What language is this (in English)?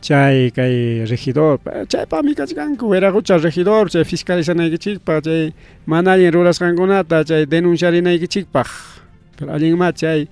Ayacucho Quechua